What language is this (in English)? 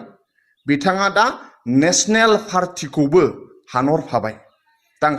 Bodo